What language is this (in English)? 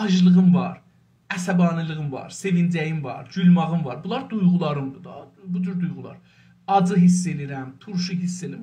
South Azerbaijani